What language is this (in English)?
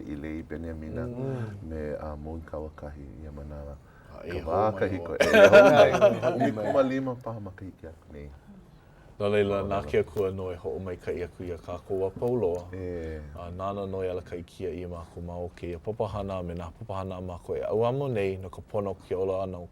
Hawaiian